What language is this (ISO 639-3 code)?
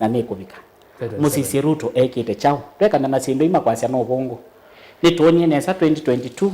kam